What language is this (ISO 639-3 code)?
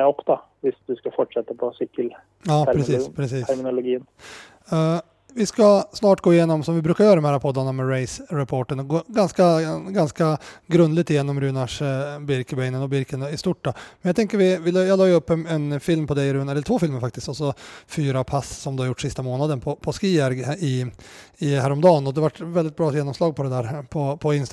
swe